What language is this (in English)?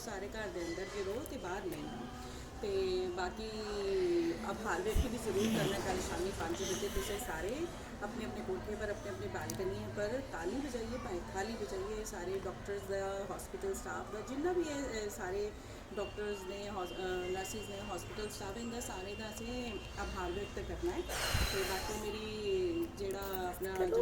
Dogri